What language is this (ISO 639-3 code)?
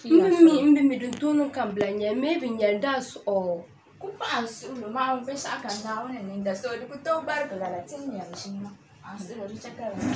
dag